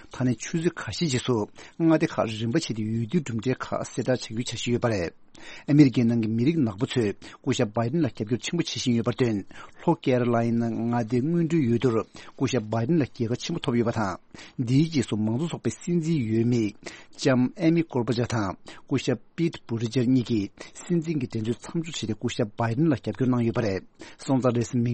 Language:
Tibetan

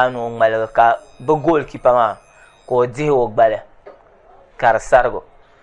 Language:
Dagbani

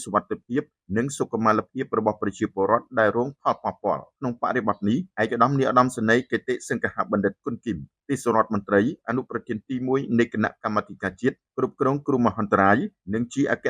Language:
Khmer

